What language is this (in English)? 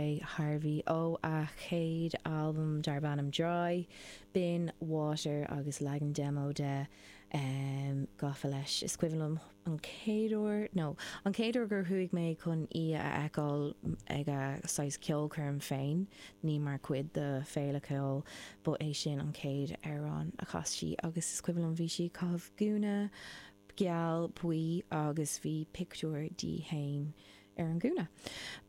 Irish